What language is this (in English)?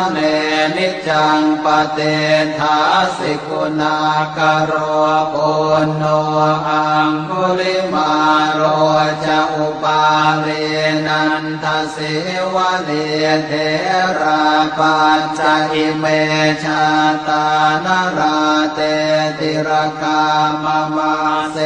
Pali